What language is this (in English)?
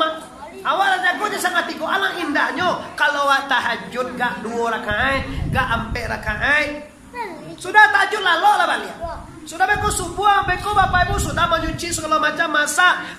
Minangkabau